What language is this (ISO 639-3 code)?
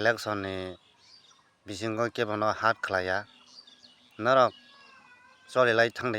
trp